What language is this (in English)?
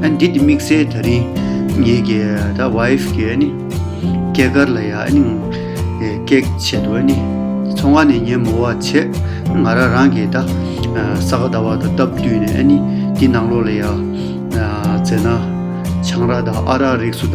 Tibetan